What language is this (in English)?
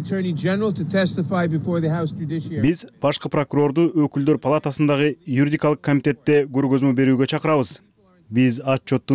Kyrgyz